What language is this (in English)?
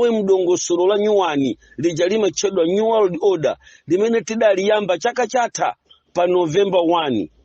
Nyanja